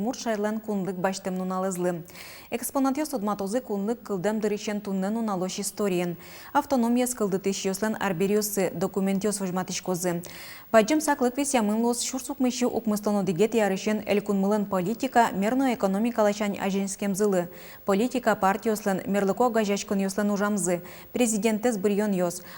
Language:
Udmurt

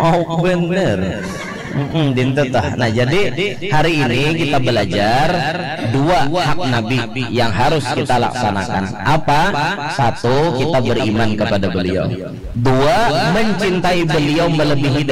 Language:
Banjar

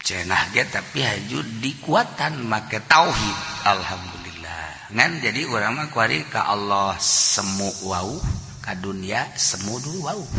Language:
Sundanese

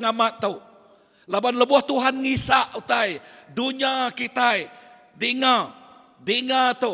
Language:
Iban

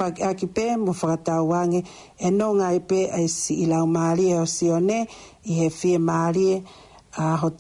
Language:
Tongan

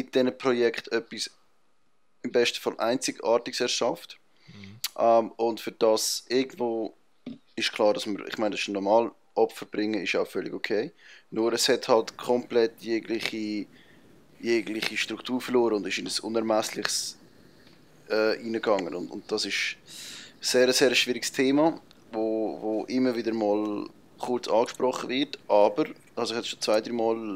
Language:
Swiss German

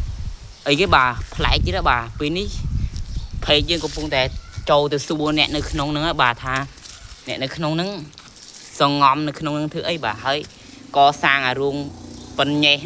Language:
Khmer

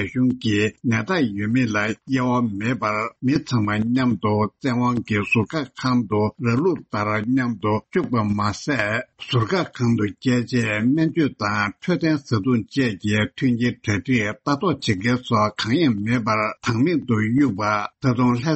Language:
Tibetan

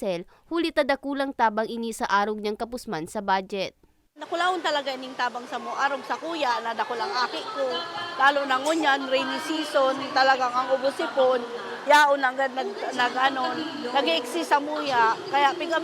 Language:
Bikol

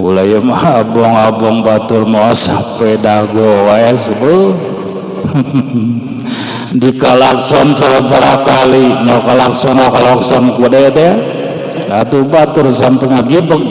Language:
Sundanese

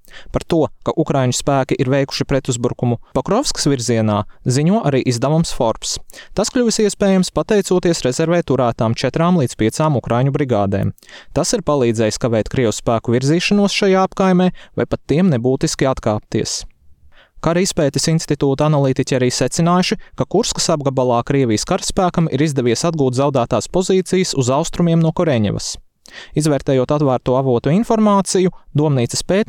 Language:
Latvian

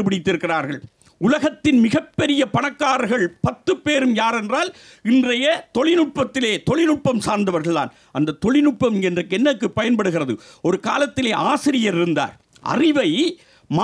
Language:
Tamil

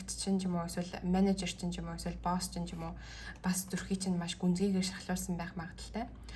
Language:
Mongolian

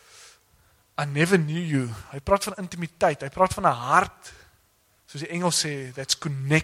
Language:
Afrikaans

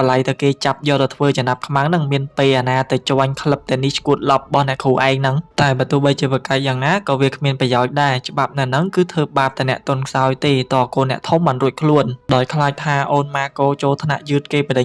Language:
Khmer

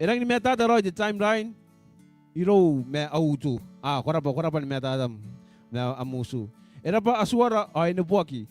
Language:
Gilbertese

